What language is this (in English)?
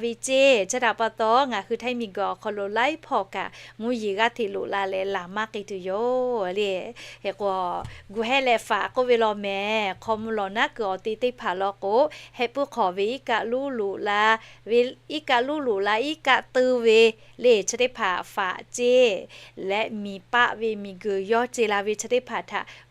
Lahu